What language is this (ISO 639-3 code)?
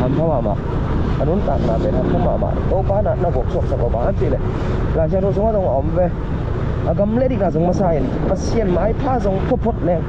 ctd